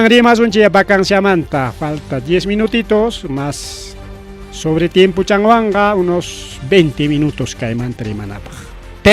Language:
Ayacucho Quechua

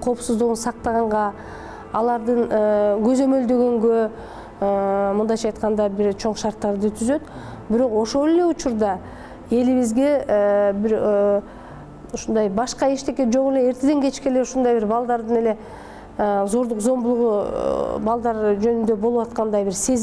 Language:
Kyrgyz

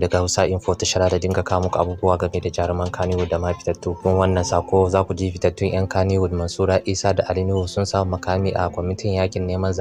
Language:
Hausa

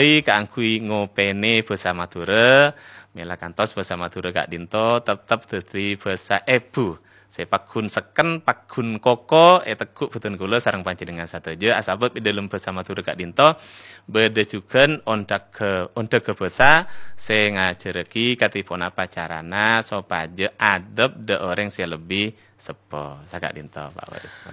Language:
Madurese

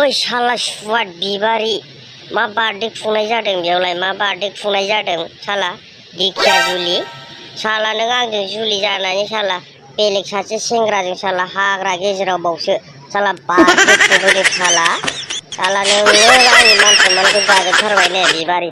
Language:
Bodo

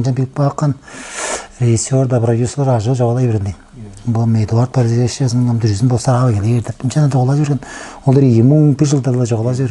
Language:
Tuvinian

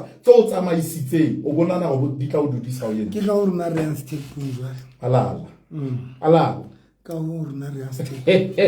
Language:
Southern Sotho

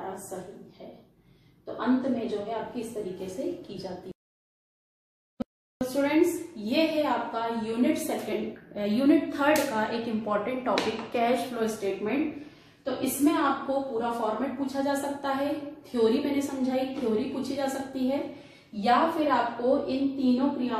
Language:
Hindi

